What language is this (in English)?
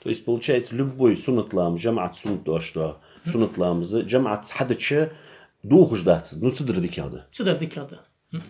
Ingush